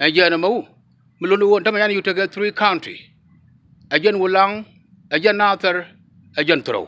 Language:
Nuer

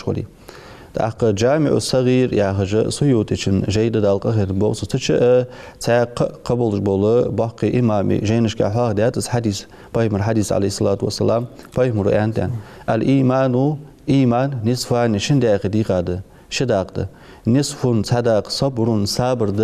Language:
Ingush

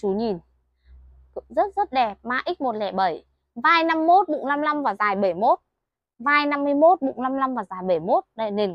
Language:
Vietnamese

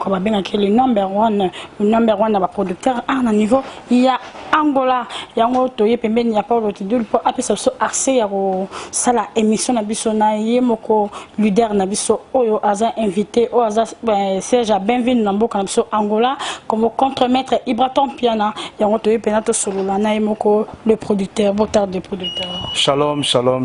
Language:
Lingala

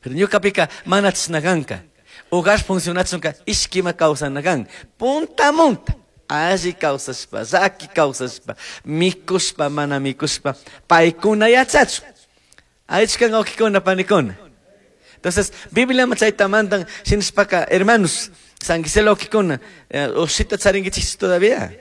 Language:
Chimborazo Highland Quichua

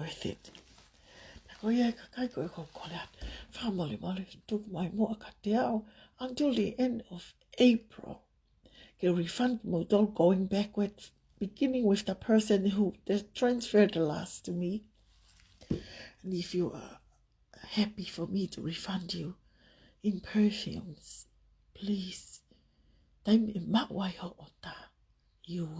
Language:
Tongan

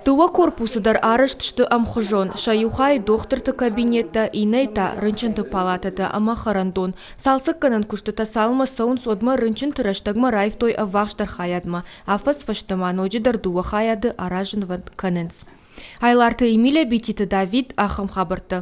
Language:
Ossetic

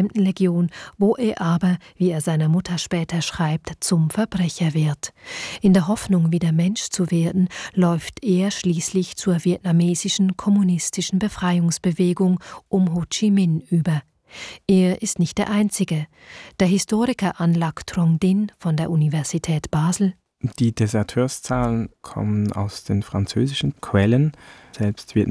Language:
German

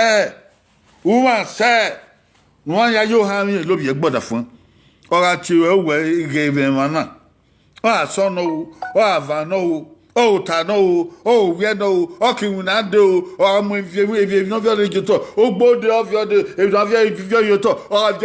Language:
Bini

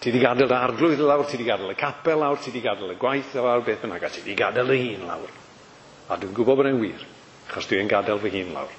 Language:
Welsh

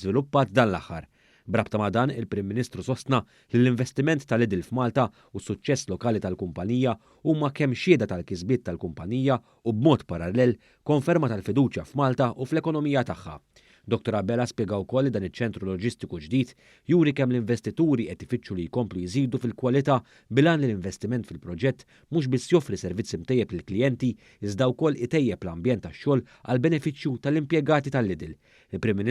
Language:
Maltese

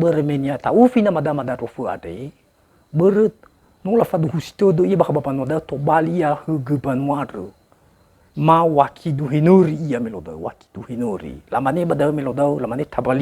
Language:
Nias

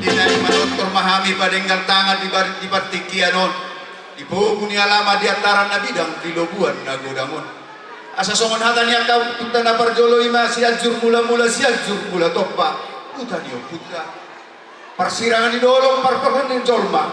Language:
Batak Toba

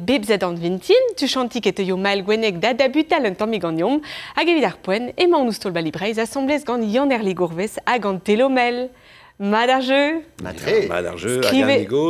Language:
Breton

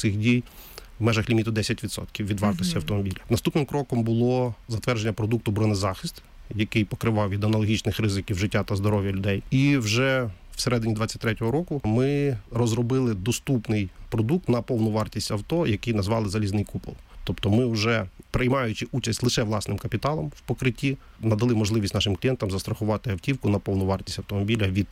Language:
Ukrainian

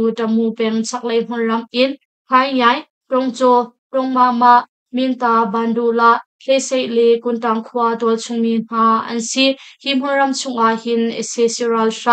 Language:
Hakha Chin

